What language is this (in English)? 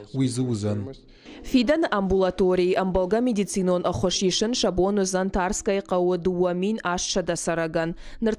Ossetic